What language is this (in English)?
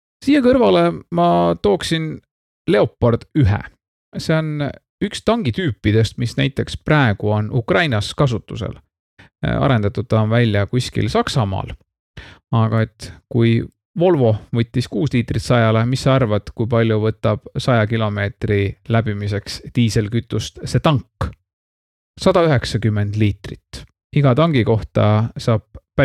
Estonian